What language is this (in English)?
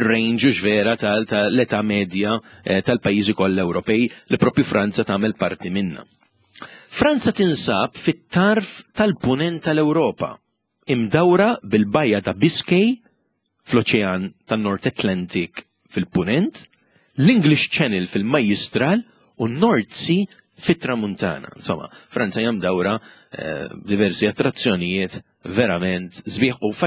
Maltese